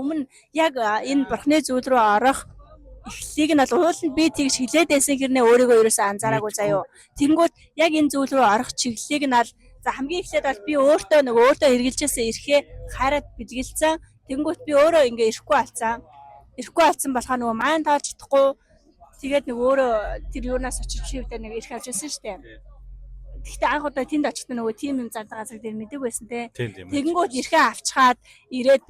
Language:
Mongolian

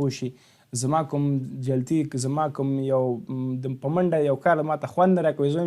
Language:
Pashto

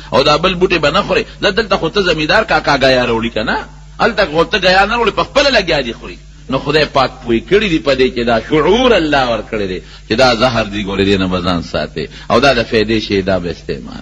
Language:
Pashto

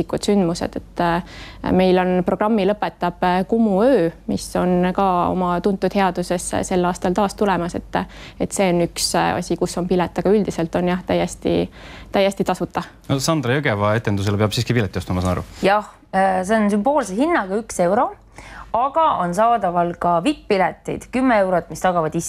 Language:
Estonian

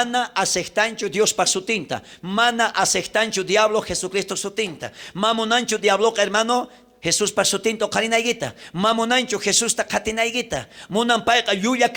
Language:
South Bolivian Quechua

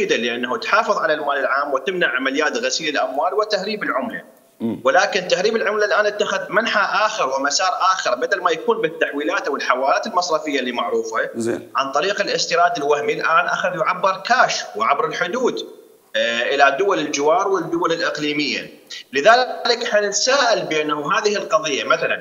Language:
Mesopotamian Arabic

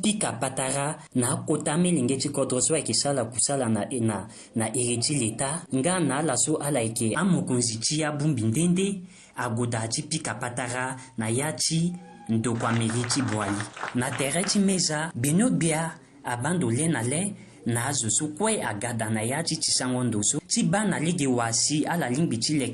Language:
Sango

